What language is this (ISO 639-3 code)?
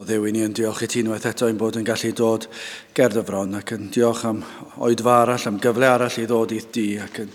cym